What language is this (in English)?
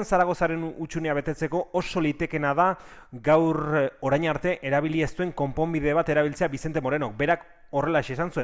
Basque